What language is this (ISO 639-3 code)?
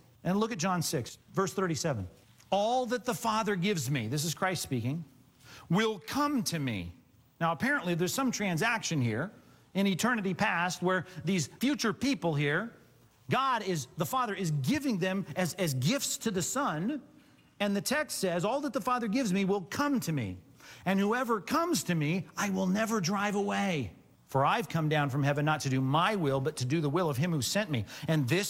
eng